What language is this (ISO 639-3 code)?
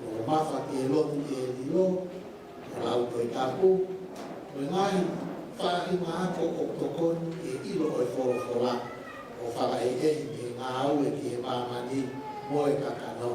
ton